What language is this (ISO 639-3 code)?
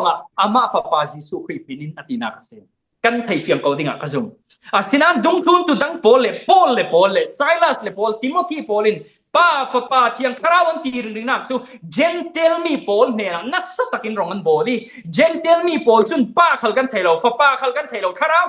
cfm